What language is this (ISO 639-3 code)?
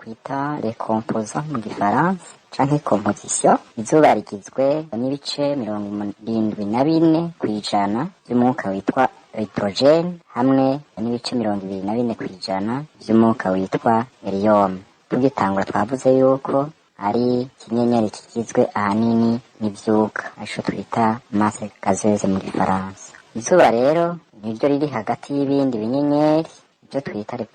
run